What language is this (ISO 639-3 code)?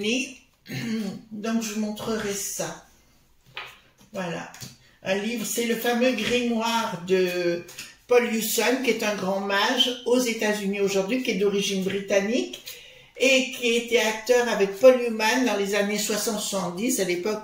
fra